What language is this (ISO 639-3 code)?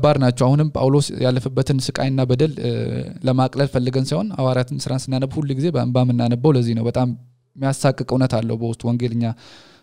amh